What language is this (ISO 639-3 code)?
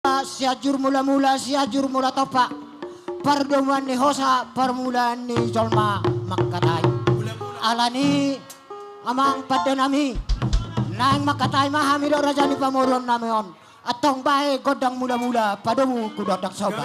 bbc